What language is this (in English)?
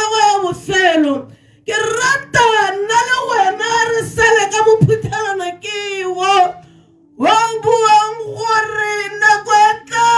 Tswana